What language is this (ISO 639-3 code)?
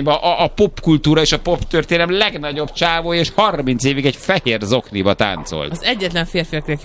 hun